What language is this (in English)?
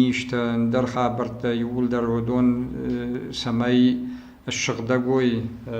Ossetic